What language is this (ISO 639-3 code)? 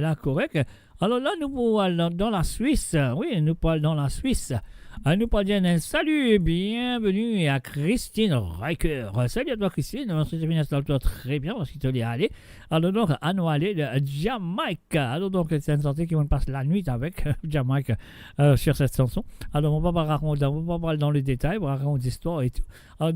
mfe